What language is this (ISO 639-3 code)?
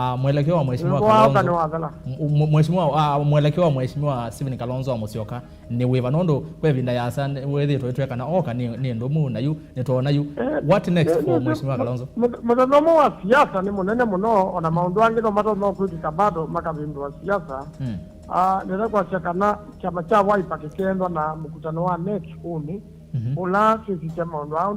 kam